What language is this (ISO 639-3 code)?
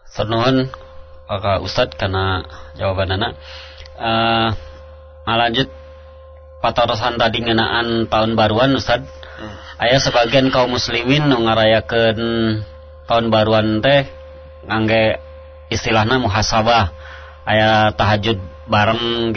sun